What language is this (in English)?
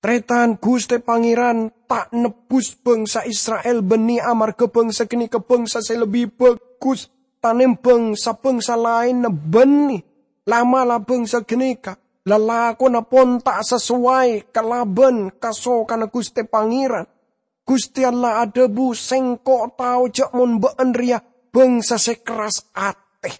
Madurese